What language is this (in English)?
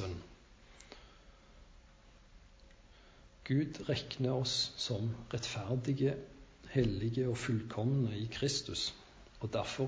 Norwegian